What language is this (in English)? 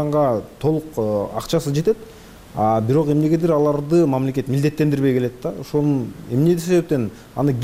Kyrgyz